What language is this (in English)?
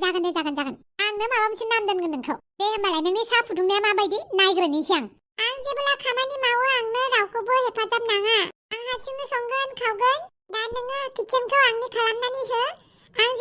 Bodo